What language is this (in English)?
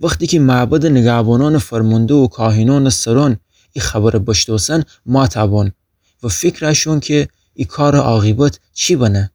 Gilaki